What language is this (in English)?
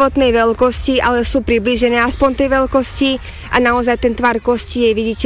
Slovak